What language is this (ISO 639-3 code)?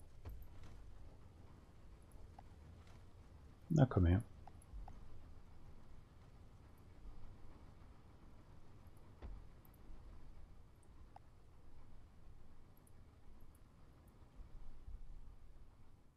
deu